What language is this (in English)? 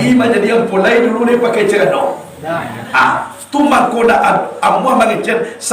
Minangkabau